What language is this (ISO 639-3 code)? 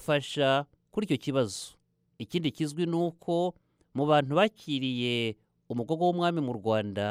kin